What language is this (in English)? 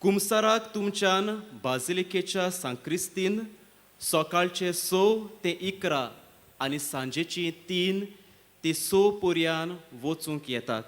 Konkani